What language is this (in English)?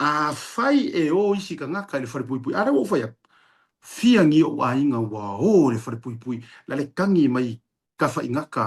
Samoan